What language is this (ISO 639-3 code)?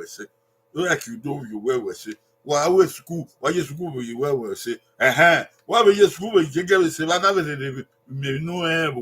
bin